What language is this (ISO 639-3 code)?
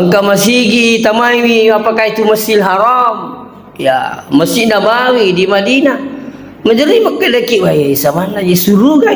bug